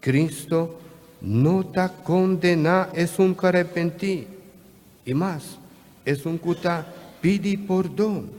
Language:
Papiamento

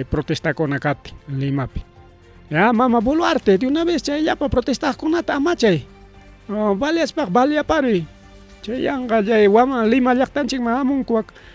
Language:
Ayacucho Quechua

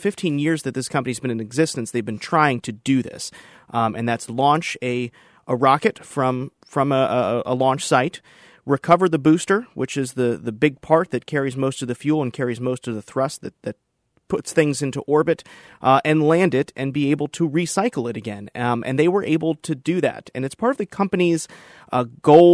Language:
English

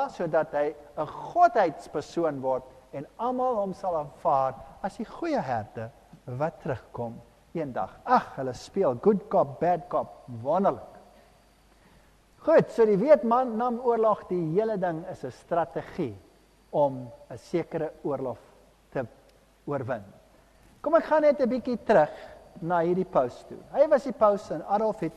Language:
Afrikaans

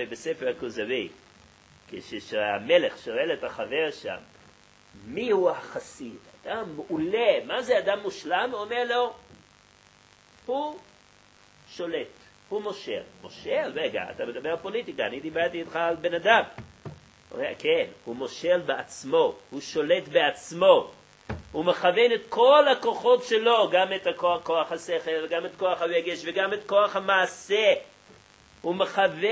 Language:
Hebrew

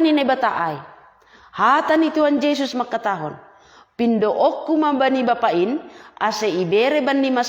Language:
Batak Simalungun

